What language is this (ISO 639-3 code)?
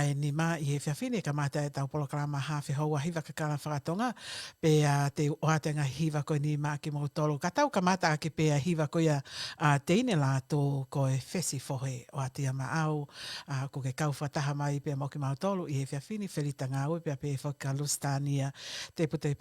ton